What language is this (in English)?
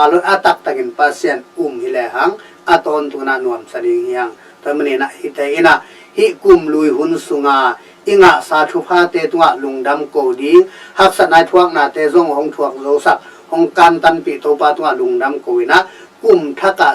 Tedim Chin